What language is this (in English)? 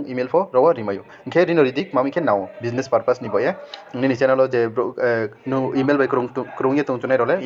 Riang (India)